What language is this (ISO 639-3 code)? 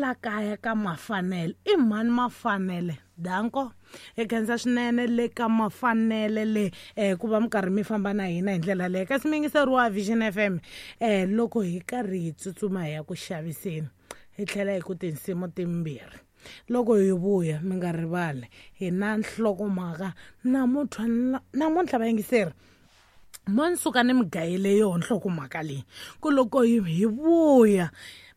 tso